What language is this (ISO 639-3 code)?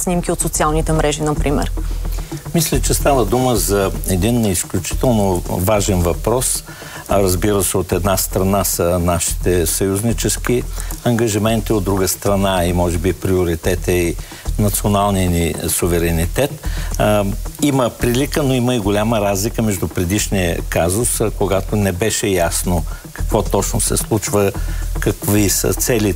bul